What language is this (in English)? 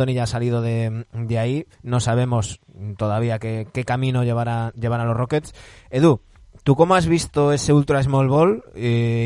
Spanish